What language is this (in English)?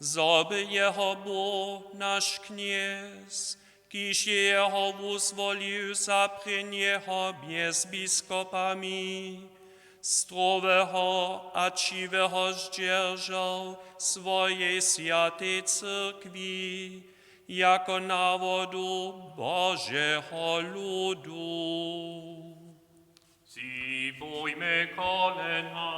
Upper Sorbian